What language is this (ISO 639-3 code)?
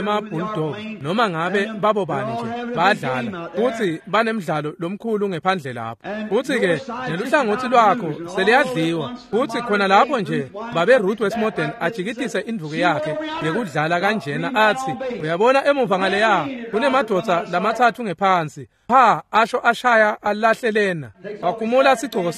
ssw